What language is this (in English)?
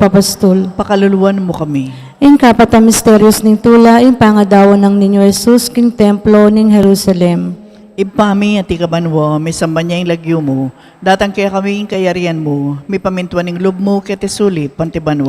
Pampanga